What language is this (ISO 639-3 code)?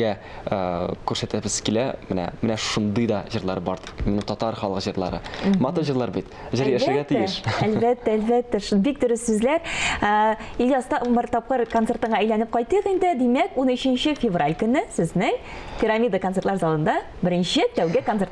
tat